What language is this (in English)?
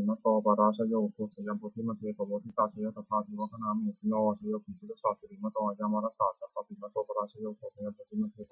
Pali